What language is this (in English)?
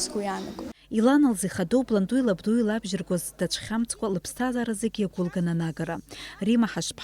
Abkhazian